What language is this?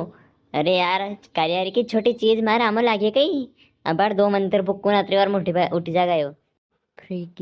Rajasthani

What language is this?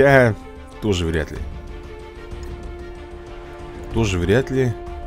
Russian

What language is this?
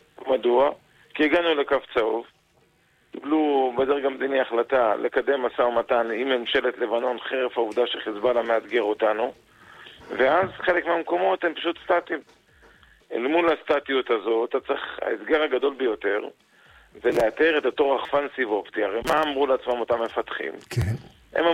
Hebrew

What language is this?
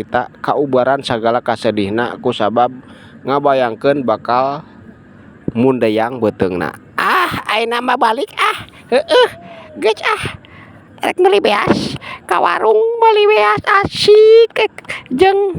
Sundanese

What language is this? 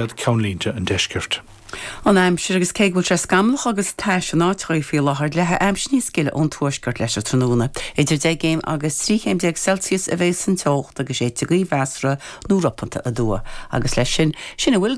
Irish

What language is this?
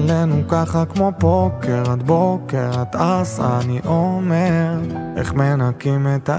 Hebrew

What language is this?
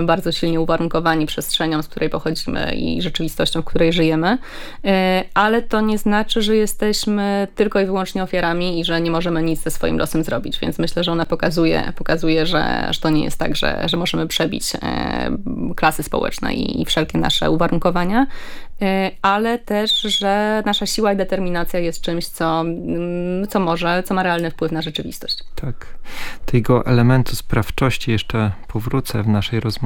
Polish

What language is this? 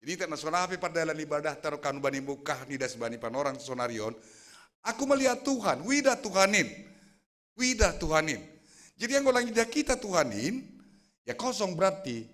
Batak Simalungun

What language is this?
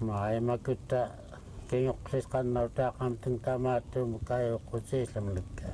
Central Yupik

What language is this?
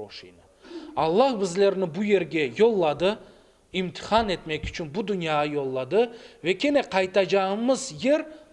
Crimean Tatar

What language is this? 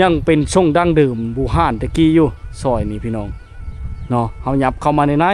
Lao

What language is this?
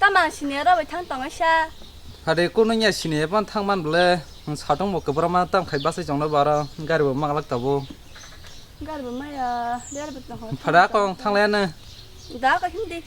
Kok Borok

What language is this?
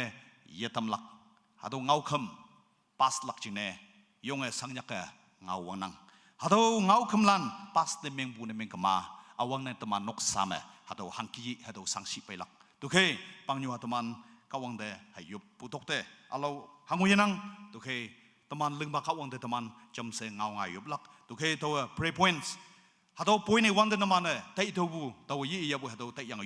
Naga Pidgin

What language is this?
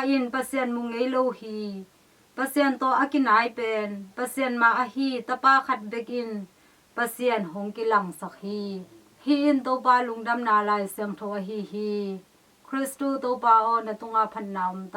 Tedim Chin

